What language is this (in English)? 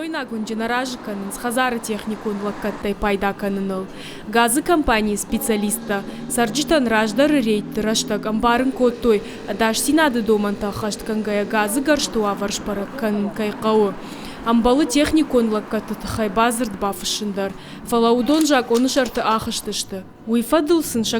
Ossetic